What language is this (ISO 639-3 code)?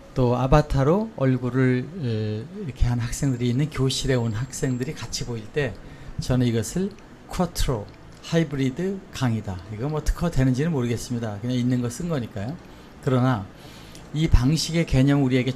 kor